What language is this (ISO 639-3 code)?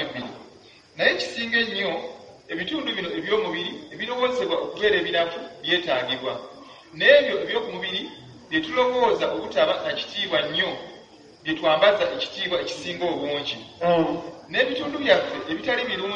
lug